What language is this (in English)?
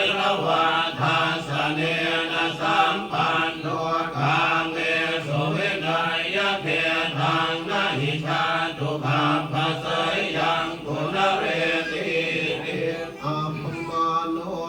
Pali